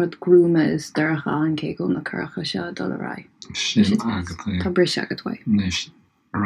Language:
Irish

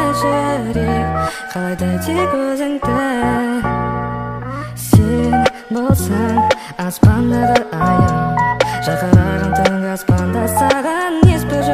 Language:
Kazakh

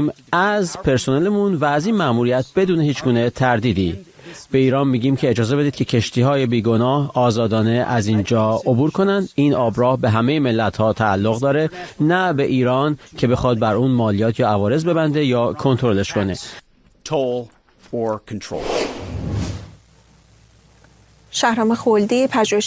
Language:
Persian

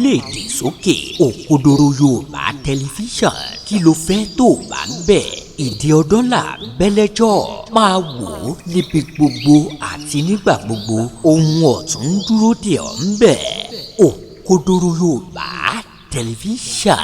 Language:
Yoruba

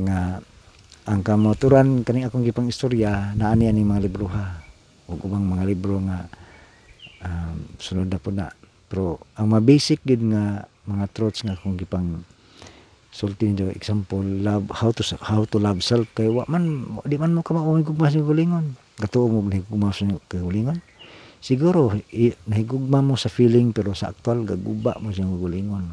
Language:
Cebuano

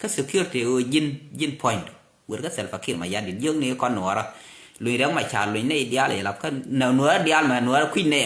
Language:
Nuer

